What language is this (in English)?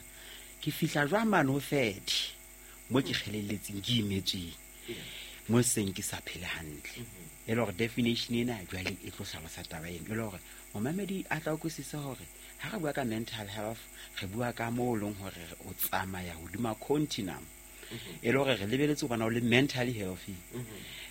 Southern Sotho